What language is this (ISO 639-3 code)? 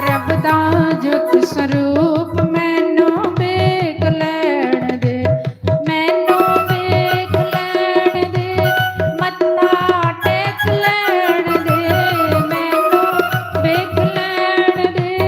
doi